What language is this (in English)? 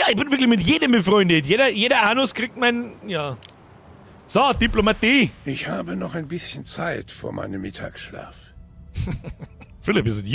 Bavarian